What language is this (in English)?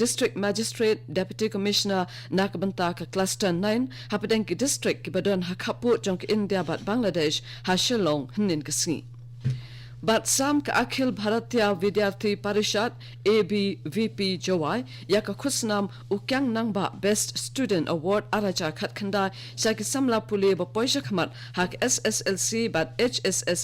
Khasi